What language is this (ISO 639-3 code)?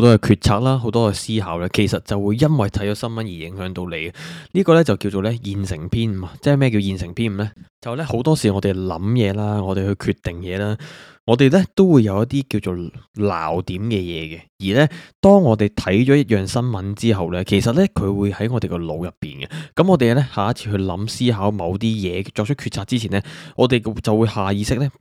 yue